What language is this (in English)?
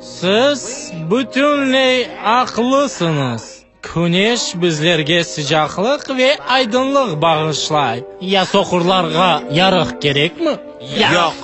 Crimean Tatar